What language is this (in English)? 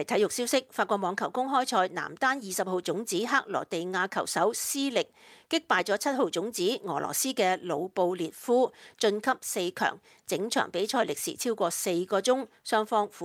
Cantonese